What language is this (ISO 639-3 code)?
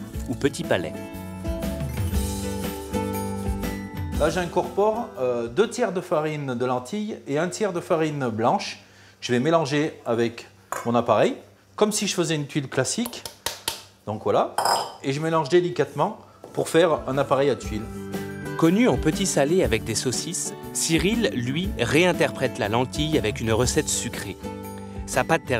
fra